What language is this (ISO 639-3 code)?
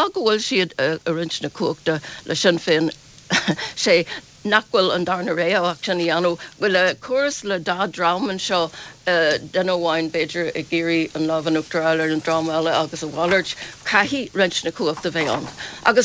gle